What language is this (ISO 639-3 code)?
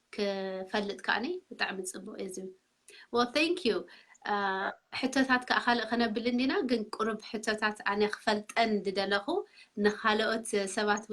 tir